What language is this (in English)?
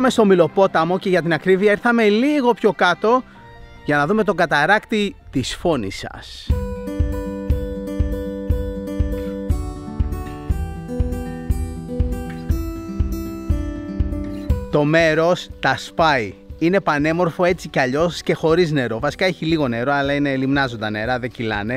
Greek